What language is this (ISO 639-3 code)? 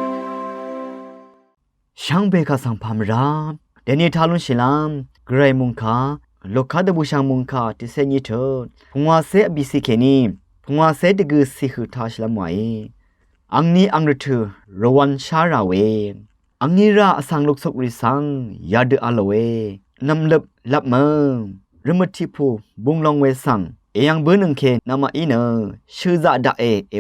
raw